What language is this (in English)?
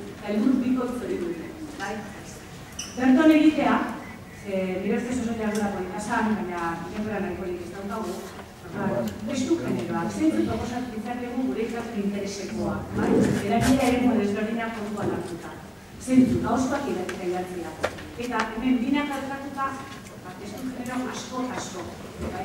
Basque